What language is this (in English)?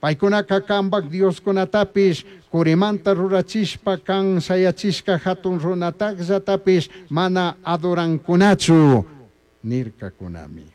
Chimborazo Highland Quichua